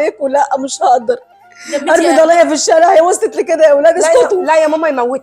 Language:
Egyptian Arabic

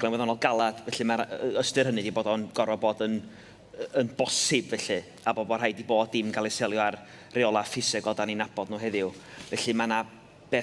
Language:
Welsh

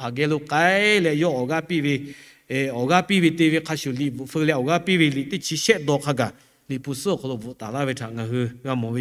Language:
Lahu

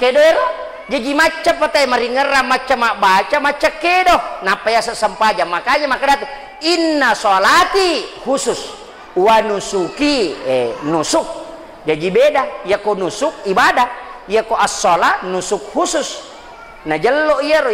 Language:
Buginese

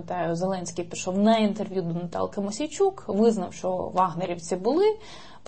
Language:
Ukrainian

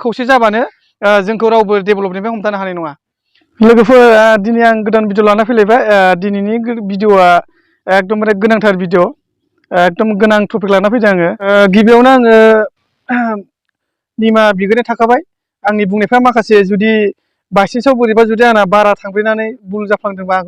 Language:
Bodo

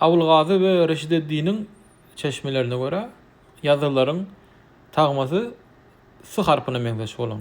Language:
Turkmen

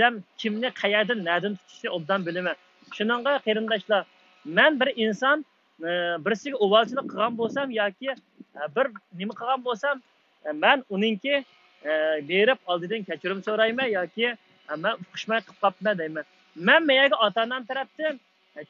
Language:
Uyghur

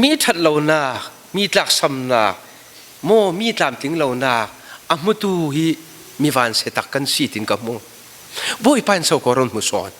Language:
Falam Chin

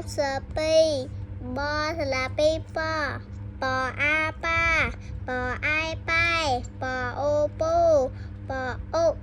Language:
Khmer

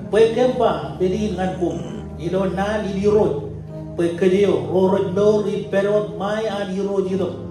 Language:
Marshallese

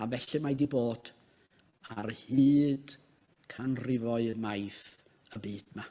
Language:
Welsh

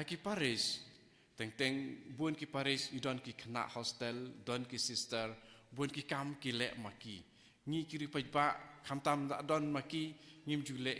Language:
Khasi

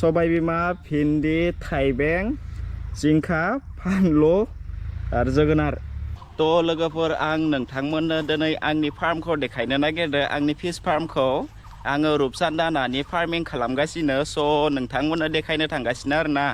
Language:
Bodo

